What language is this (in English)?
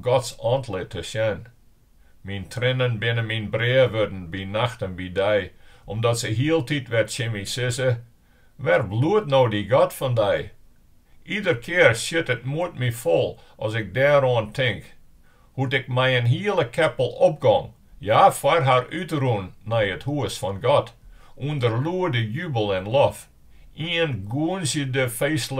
Western Frisian